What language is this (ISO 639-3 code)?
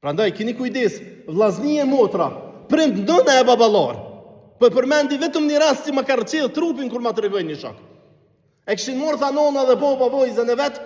sqi